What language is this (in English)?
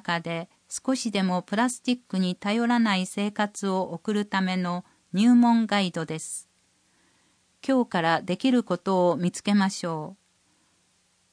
Japanese